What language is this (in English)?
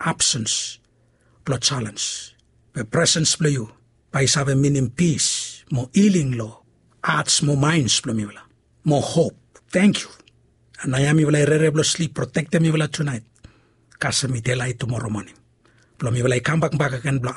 Bislama